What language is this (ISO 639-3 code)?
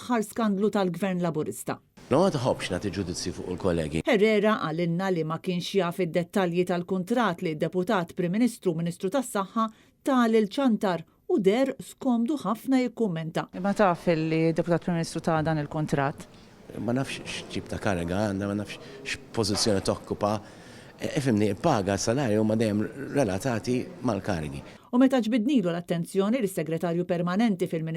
mlt